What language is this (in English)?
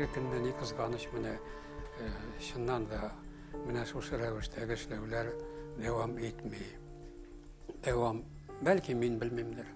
Tatar